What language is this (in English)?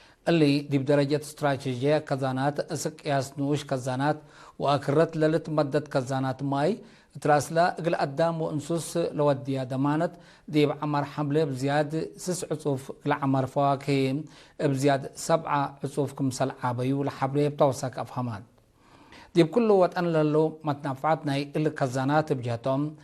Tigre